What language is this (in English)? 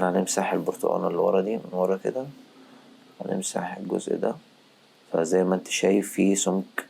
Egyptian Arabic